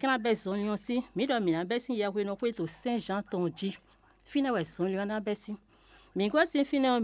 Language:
Fon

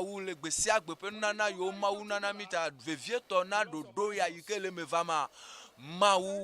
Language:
Ewe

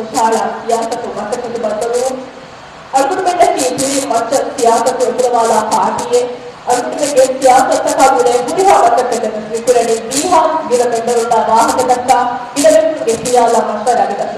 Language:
Divehi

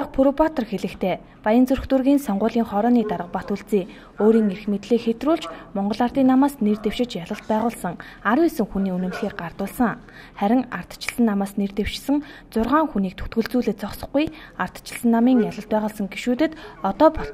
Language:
Mongolian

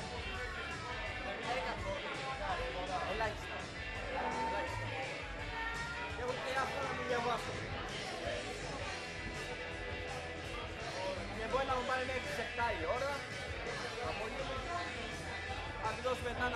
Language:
Greek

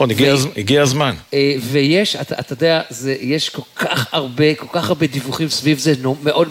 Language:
Hebrew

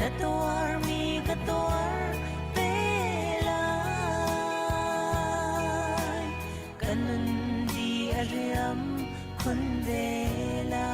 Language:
Hakha Chin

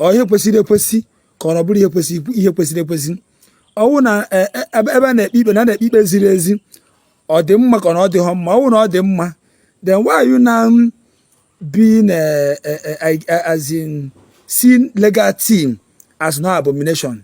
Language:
Igbo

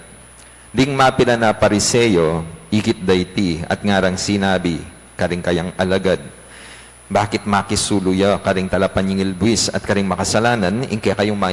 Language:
Pampanga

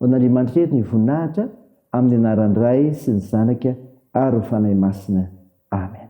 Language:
Malagasy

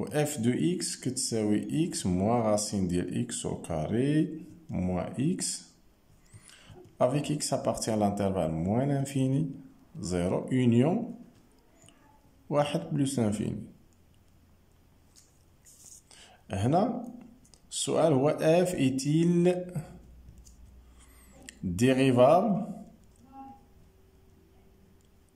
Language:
Moroccan Arabic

